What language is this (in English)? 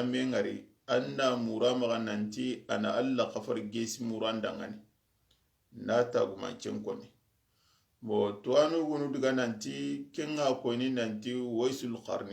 Soninke